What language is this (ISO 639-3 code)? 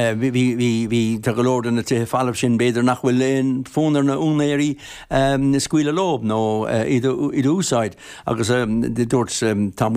gle